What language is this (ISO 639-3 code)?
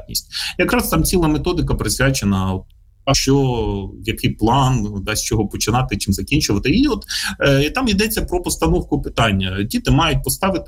ukr